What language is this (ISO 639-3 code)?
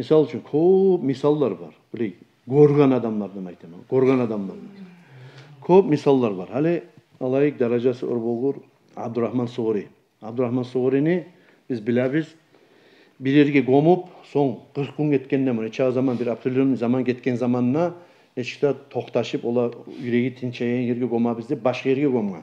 kum